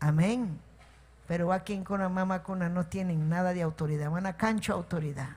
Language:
Ayacucho Quechua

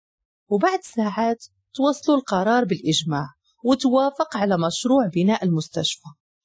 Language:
Moroccan Arabic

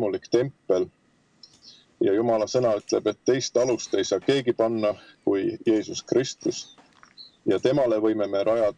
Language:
Estonian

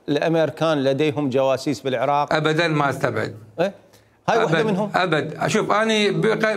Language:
Mesopotamian Arabic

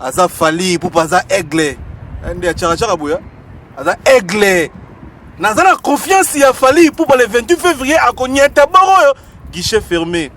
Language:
Lingala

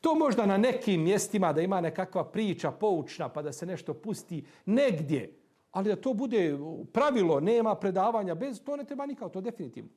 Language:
Bosnian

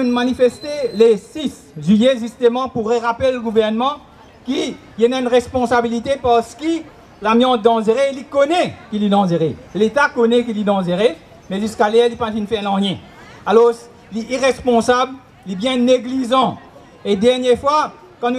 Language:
Morisyen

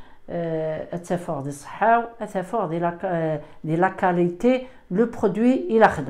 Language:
Kabyle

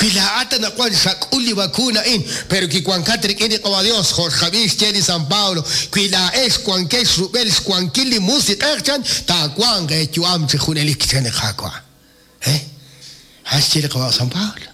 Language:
Kekchí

